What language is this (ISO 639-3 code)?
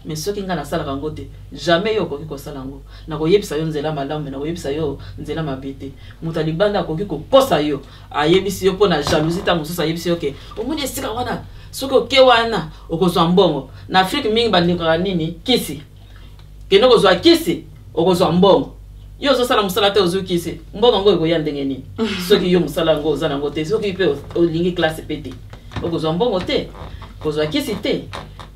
lin